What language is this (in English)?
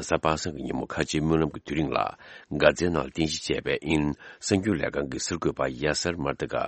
Tibetan